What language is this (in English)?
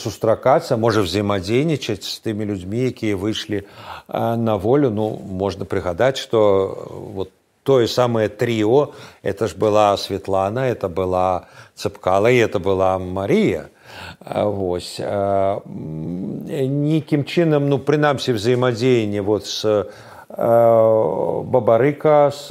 Belarusian